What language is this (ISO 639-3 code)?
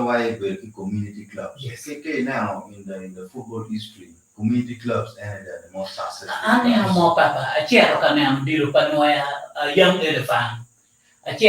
ach